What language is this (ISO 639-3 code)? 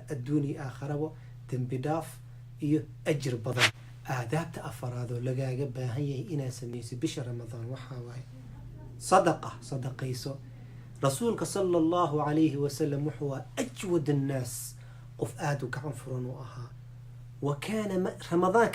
som